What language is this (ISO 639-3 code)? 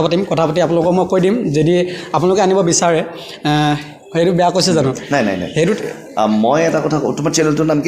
asm